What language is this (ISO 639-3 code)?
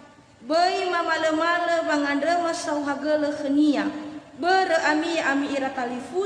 nia